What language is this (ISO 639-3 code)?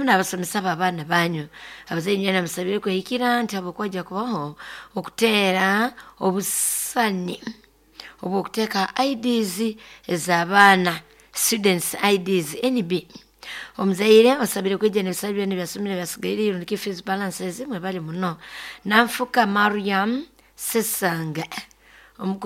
nyo